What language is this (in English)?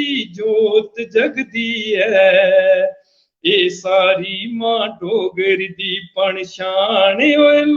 Dogri